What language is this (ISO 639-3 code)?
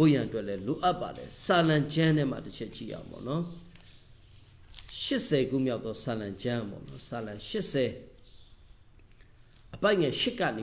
mya